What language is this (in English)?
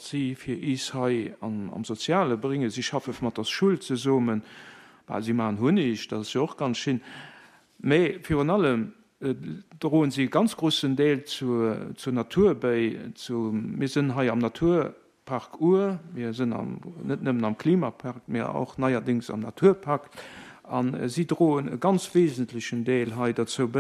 Luxembourgish